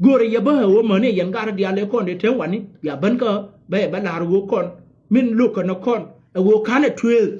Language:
Nuer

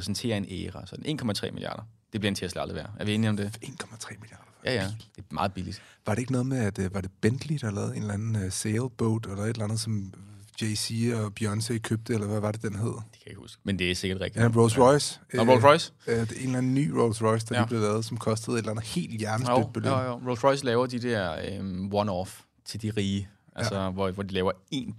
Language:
Danish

